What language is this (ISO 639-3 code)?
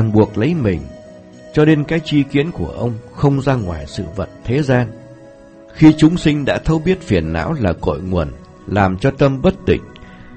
vie